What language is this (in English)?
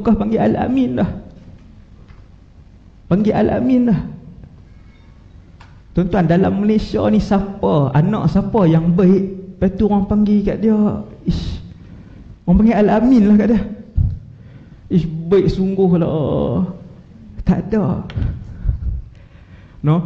Malay